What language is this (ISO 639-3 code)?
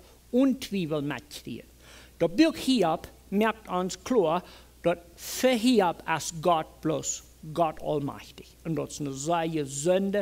pdt